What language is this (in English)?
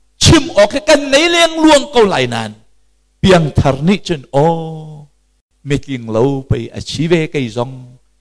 Hakha Chin